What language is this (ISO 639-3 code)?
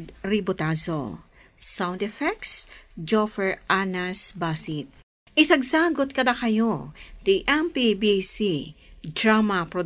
ilo